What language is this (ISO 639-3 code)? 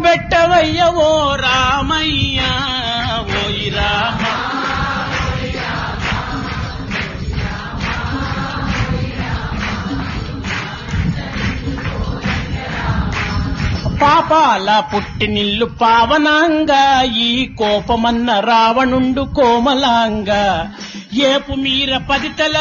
tel